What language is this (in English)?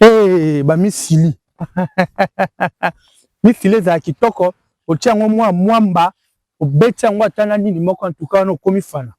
Lingala